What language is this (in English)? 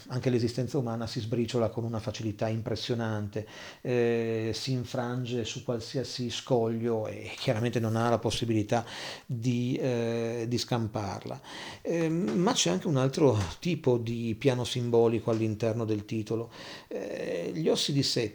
Italian